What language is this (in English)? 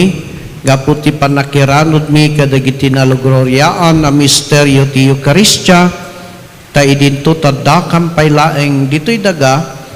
Iloko